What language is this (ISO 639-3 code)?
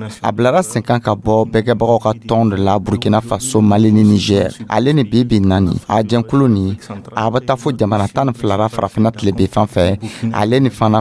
dyu